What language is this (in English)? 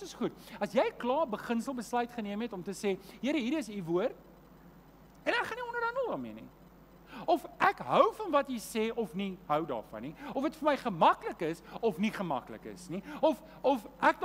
Afrikaans